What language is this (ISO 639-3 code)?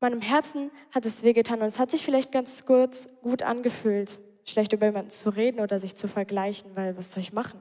gsw